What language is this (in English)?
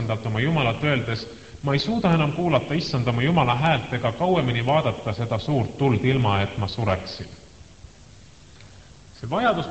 Estonian